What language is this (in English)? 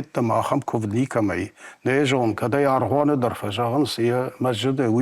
Ossetic